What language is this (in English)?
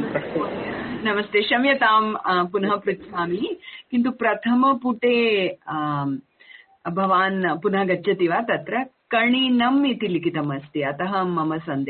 Sanskrit